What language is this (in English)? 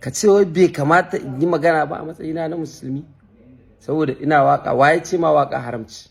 Hausa